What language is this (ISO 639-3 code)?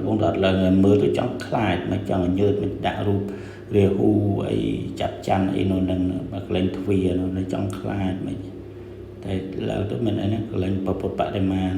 khm